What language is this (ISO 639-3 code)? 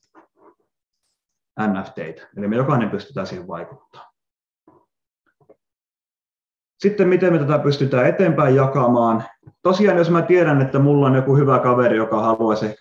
fin